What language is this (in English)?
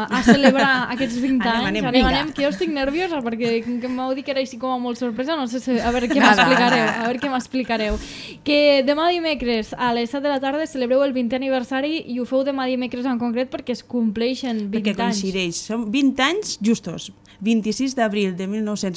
Catalan